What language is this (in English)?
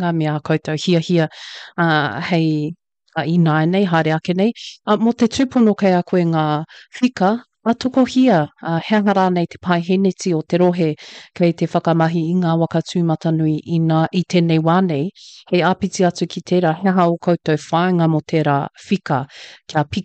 Māori